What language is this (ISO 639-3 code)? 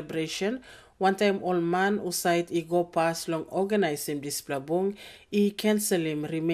tpi